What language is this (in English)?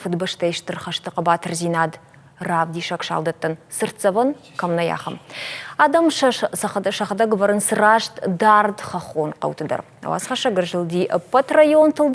Ossetic